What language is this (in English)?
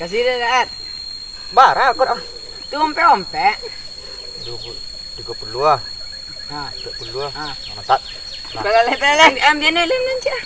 Minangkabau